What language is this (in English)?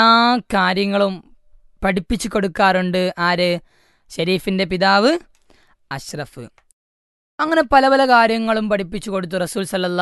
Malayalam